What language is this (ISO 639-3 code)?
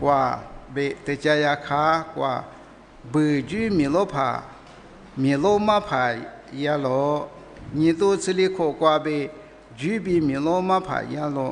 lis